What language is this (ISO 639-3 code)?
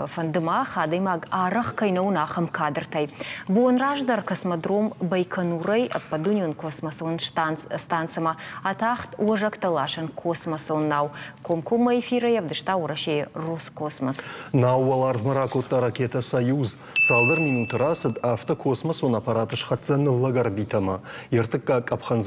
oss